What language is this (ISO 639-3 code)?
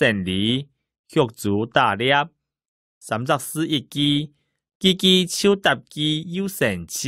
hak